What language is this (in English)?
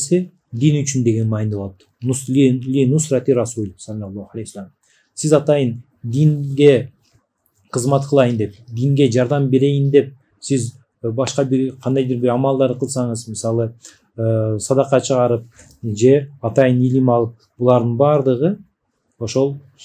Kyrgyz